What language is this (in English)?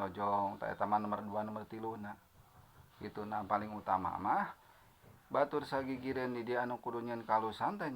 Sundanese